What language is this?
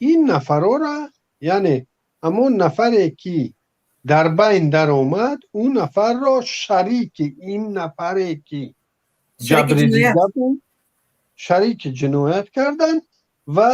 Tajik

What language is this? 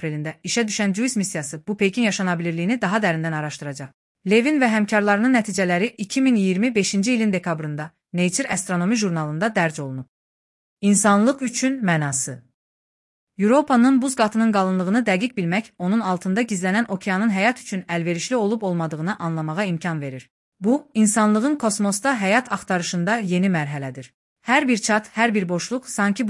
Azerbaijani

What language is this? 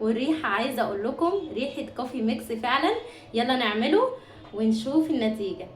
Egyptian Arabic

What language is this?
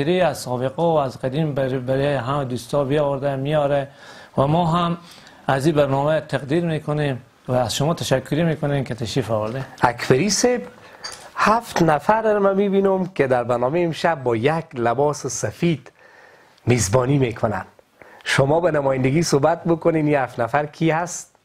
Persian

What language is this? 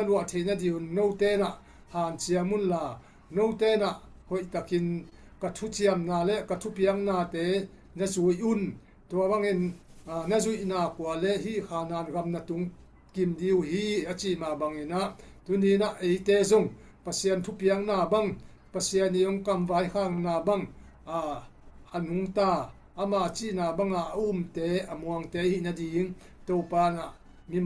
Tedim Chin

